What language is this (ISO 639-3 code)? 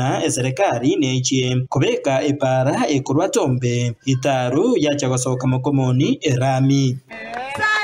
guz